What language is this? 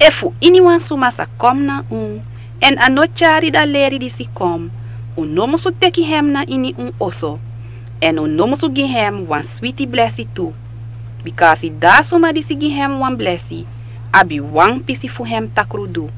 Sranan Tongo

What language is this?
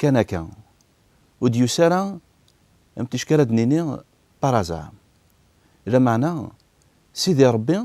Kabyle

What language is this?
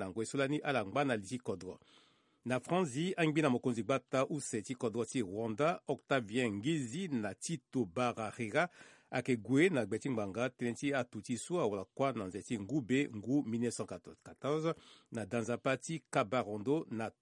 Sango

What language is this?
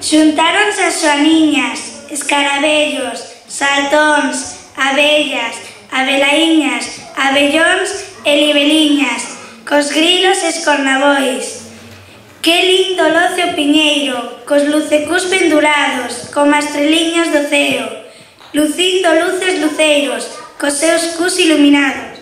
Galician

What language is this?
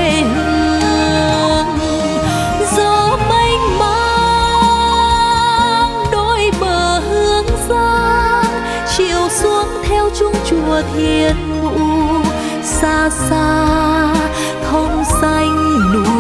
Vietnamese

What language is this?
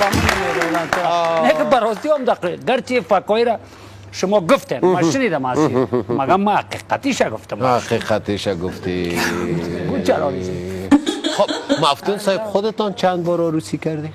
Tajik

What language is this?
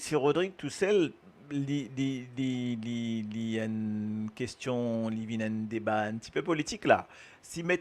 Morisyen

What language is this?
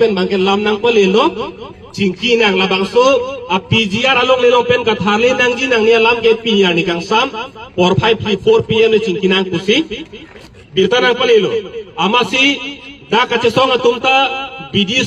Karbi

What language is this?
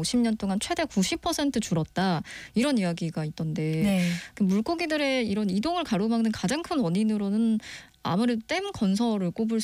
Korean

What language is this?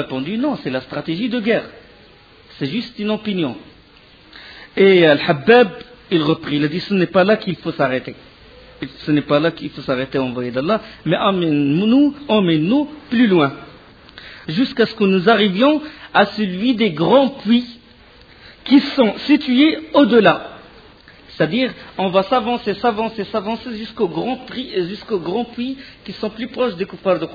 French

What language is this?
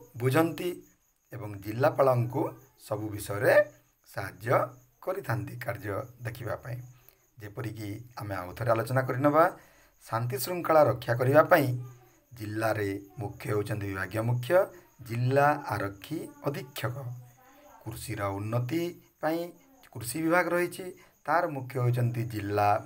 Odia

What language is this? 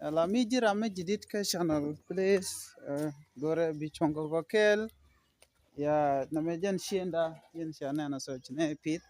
Nuer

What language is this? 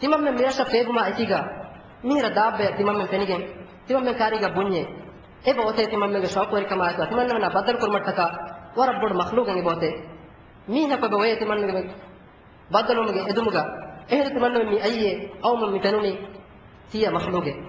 Divehi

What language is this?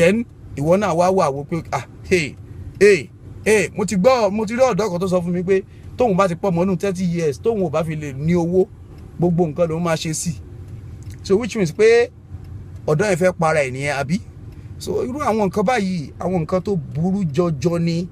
Yoruba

